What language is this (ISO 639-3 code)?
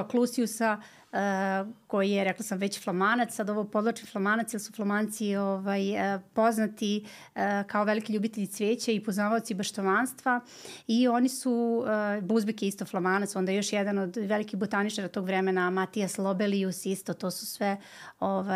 srp